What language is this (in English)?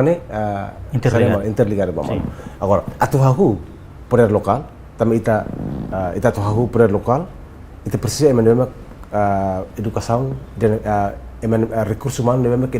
Tetum